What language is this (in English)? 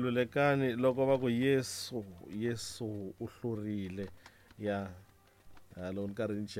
Tsonga